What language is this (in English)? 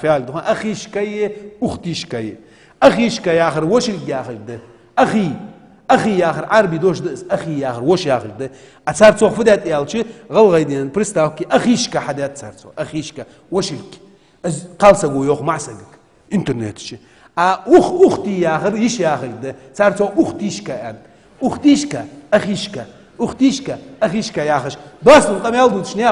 Ingush